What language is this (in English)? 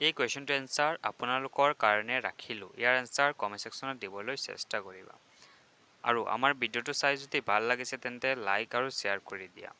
Assamese